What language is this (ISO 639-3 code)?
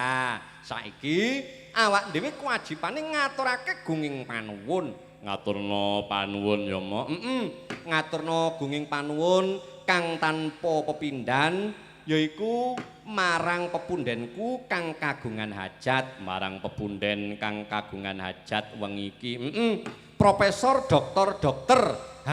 jav